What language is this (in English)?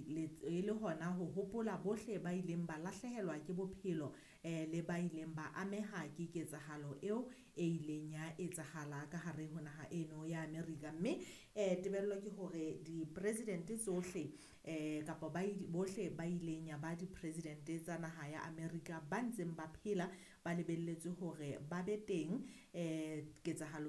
Southern Sotho